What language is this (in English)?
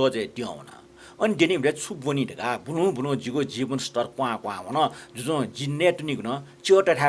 Newari